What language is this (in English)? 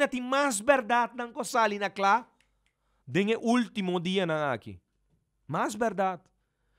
Papiamento